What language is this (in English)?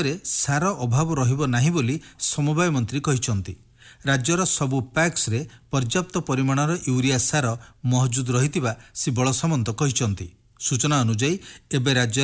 Odia